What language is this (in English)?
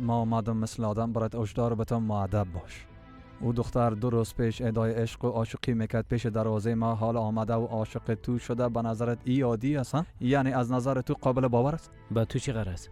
Persian